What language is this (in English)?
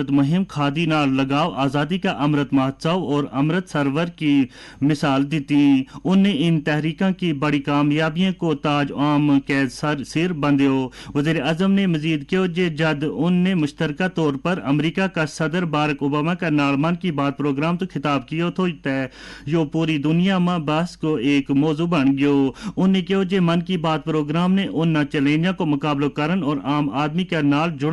Gujari